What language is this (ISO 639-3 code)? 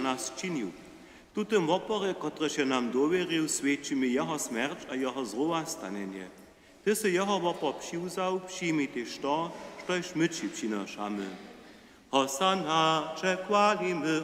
hsb